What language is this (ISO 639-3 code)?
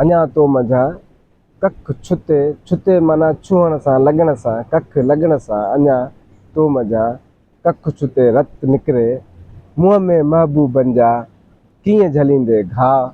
snd